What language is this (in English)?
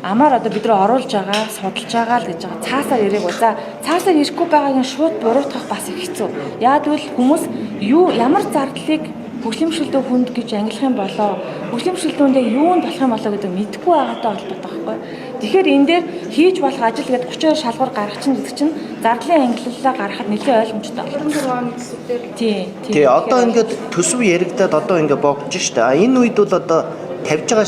Mongolian